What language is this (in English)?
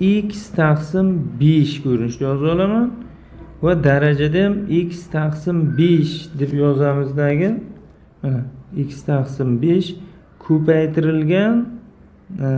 Uzbek